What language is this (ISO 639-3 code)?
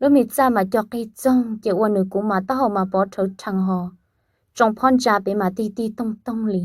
hmn